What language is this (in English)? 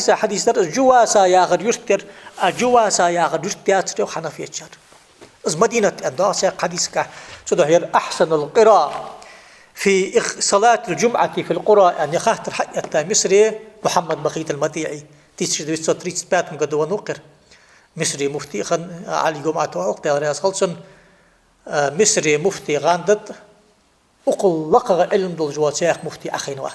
Ingush